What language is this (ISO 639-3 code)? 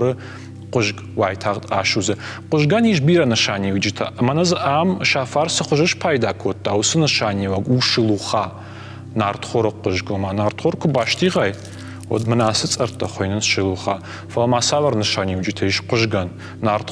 oss